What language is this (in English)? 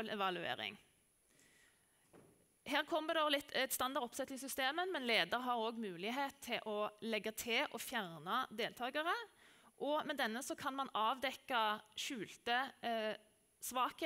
Norwegian